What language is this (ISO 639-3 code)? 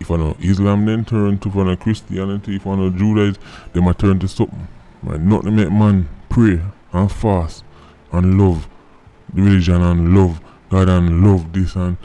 jam